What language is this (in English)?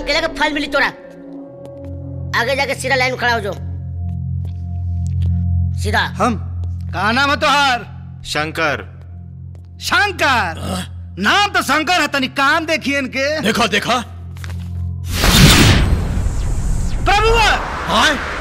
Bhojpuri